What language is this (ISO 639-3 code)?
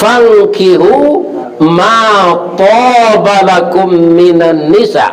min